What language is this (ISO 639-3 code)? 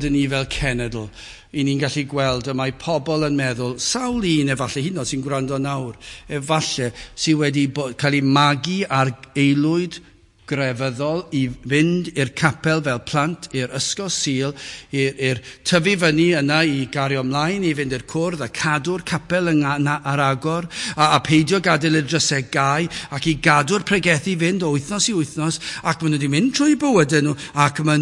cym